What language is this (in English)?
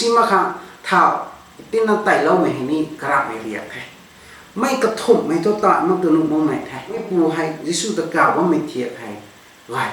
Rongmei Naga